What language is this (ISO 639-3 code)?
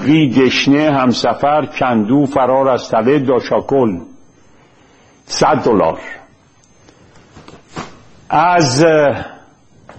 fas